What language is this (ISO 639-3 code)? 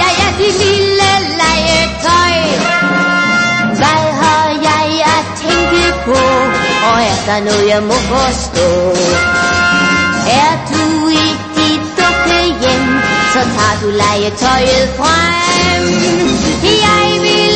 dan